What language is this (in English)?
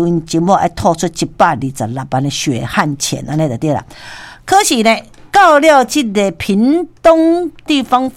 Min Nan Chinese